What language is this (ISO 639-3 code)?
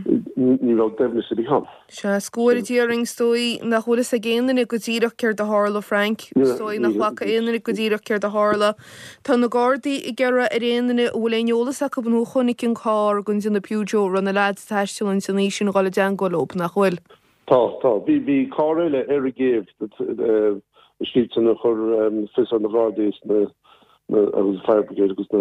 gle